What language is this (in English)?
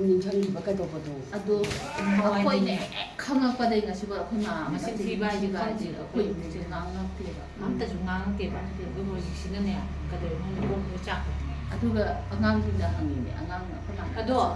Manipuri